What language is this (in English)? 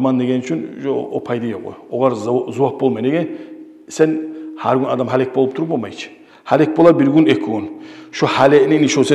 Kumyk